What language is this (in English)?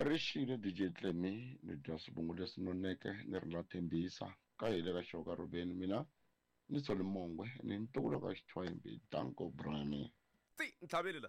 Tsonga